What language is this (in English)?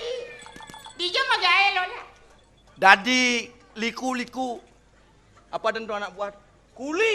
Balinese